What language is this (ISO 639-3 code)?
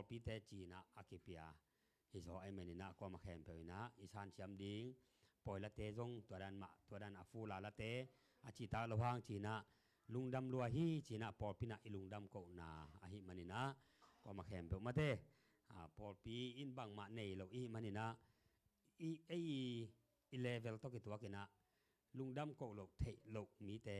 ctd